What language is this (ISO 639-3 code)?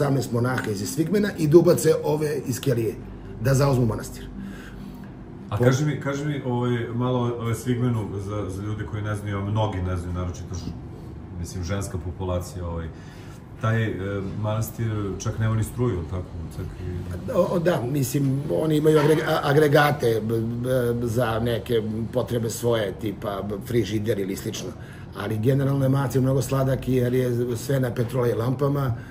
srp